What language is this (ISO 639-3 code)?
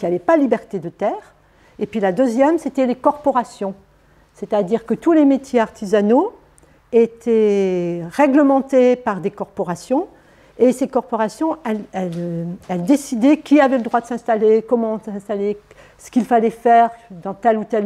fra